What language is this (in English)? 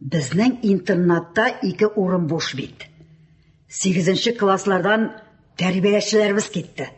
Tatar